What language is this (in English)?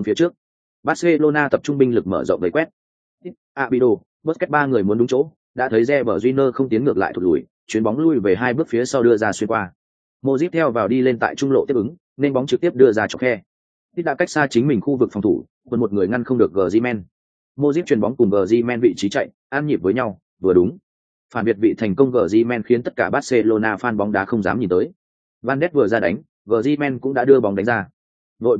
Vietnamese